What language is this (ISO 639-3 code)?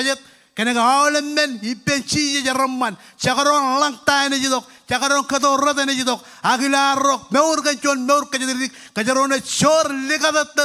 mah